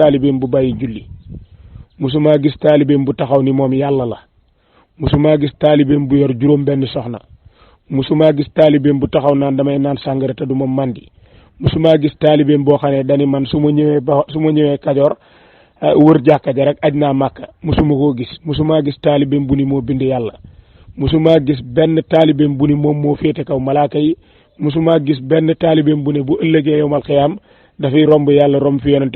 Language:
Wolof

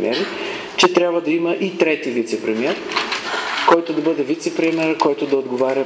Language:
Bulgarian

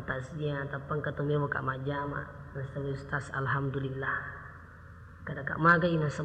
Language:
Buginese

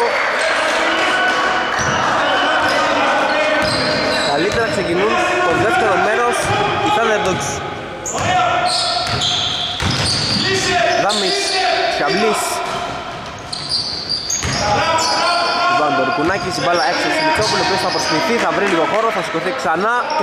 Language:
Greek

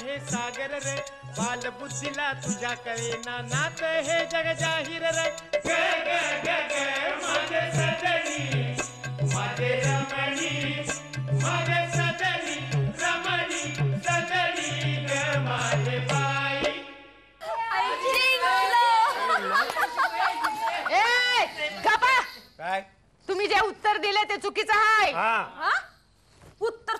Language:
Marathi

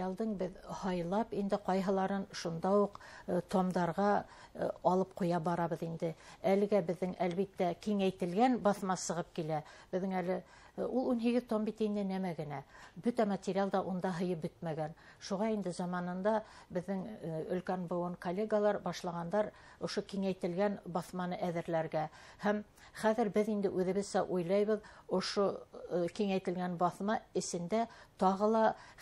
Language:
Bashkir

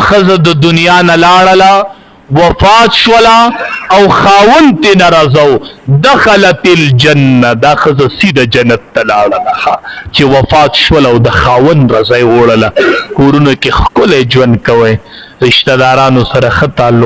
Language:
Pashto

